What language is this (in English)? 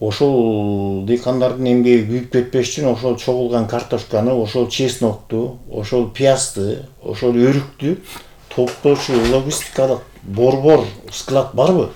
Kyrgyz